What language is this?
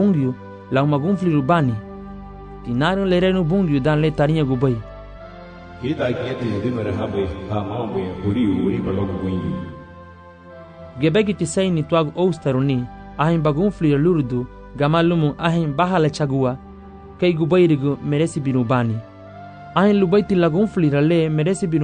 Garifuna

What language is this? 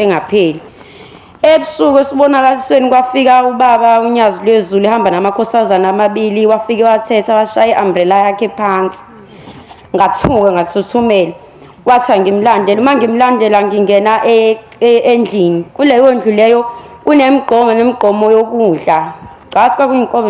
Zulu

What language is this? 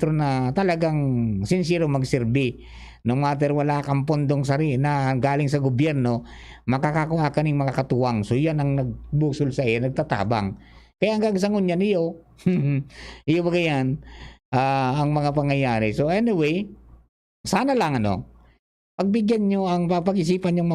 Bikol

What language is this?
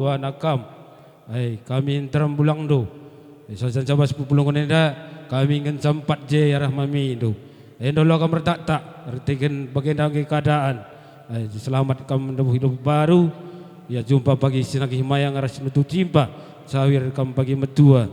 Batak Karo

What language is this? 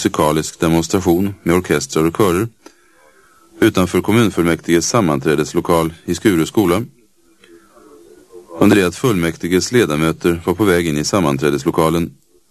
Swedish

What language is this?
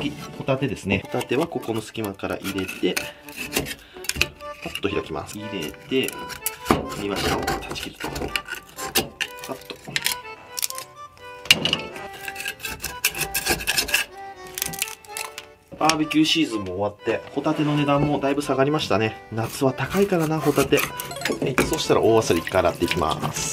Japanese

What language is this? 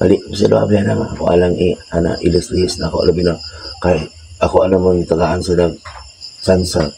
Cebuano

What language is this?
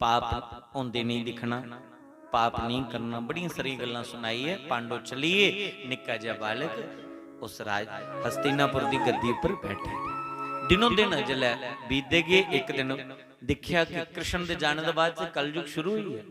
Dogri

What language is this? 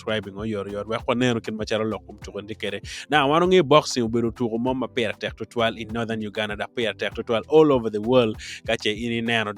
Acoli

